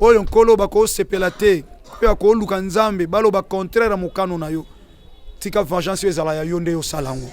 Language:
Lingala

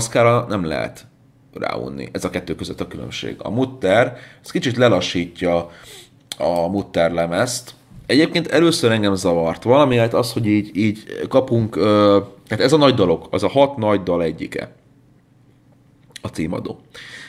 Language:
Hungarian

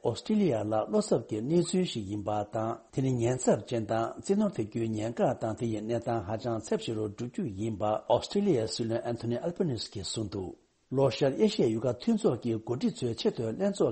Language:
Tibetan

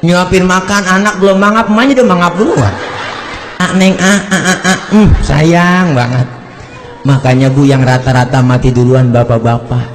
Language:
Betawi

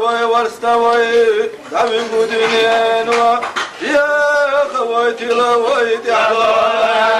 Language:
Chechen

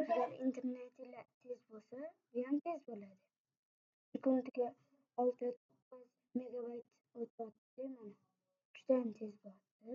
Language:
Uzbek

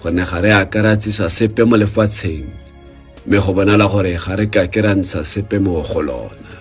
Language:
Tswana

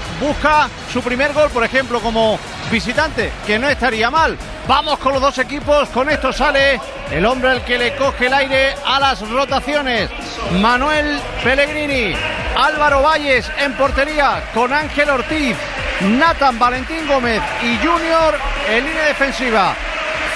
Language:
Spanish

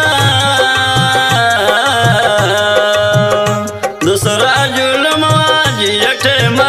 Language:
Bhojpuri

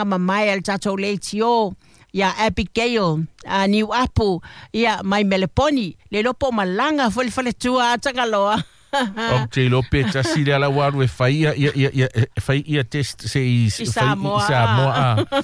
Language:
Samoan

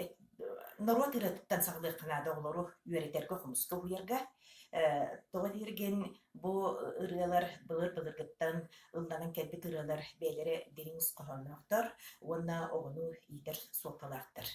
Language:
Yakut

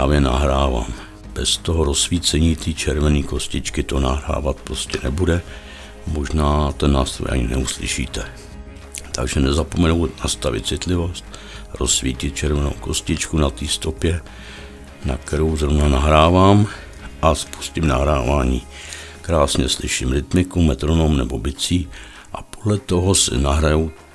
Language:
Czech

